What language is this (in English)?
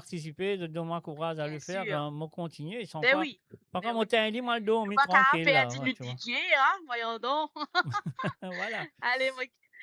Morisyen